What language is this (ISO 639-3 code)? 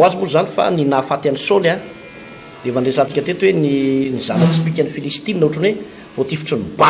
mlg